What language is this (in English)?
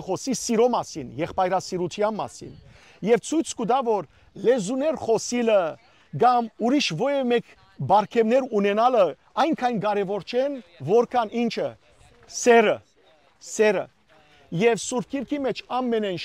Western Armenian